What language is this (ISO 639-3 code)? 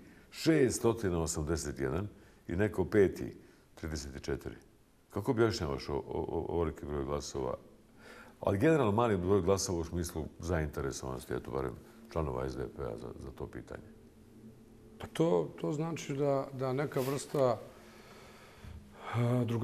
bos